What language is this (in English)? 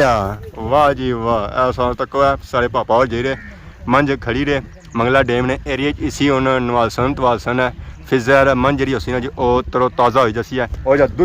Pahari-Potwari